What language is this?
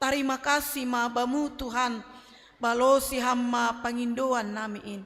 Batak Simalungun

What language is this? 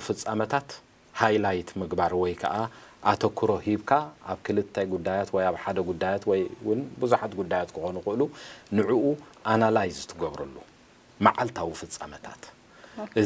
Tigrinya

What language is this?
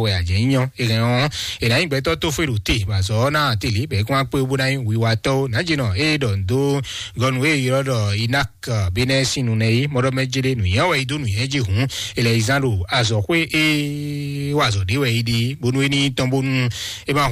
Fon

